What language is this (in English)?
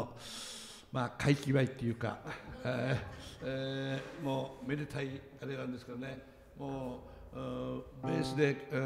Japanese